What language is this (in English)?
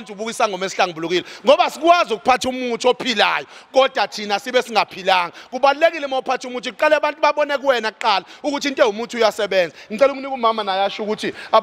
Zulu